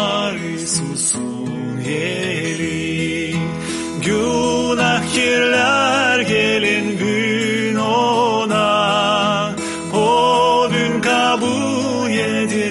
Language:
Gagauz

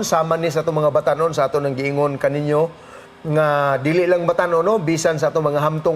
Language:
Cebuano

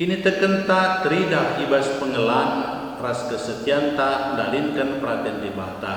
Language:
Batak Karo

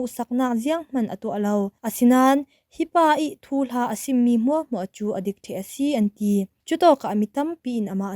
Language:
Falam Chin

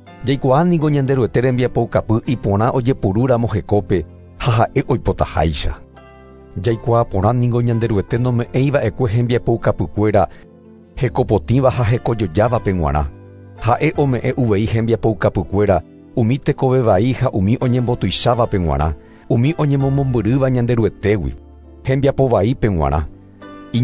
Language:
Guarani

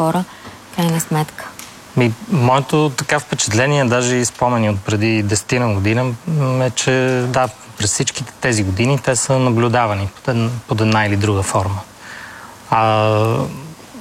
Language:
Bulgarian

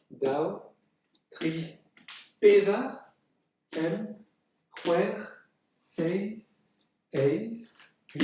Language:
Breton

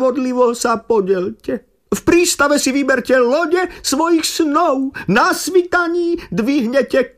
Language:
Slovak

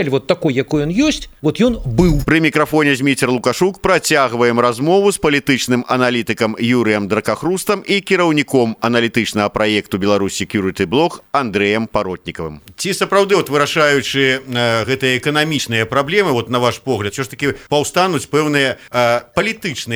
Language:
Belarusian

